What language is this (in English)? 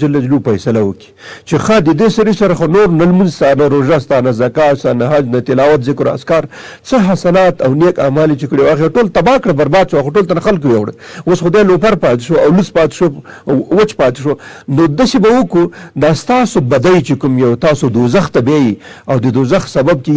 Pashto